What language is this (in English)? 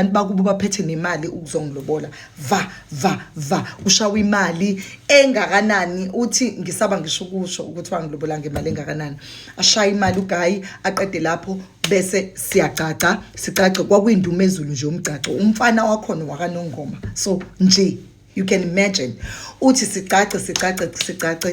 Zulu